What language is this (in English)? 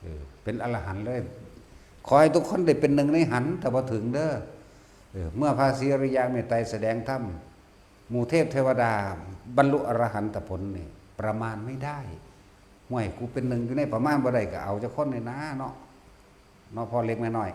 Northeastern Thai